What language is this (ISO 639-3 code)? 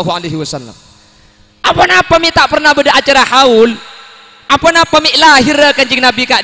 mad